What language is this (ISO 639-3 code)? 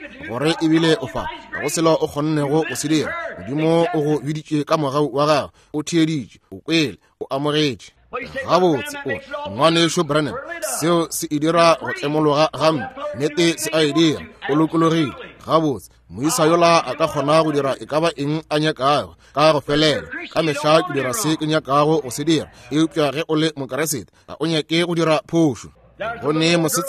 nso